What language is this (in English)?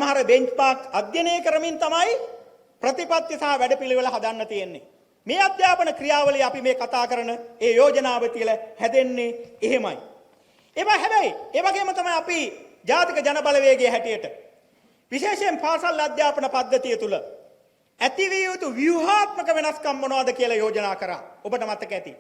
Sinhala